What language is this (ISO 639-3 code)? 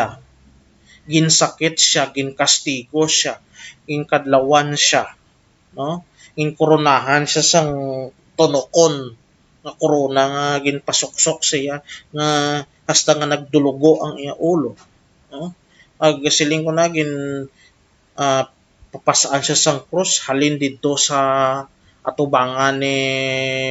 hil